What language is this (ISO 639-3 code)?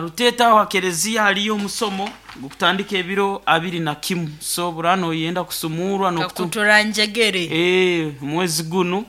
nyn